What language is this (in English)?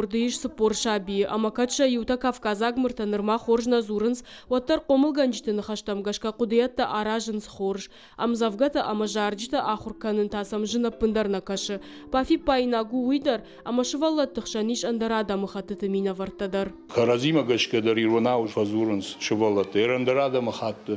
Ossetic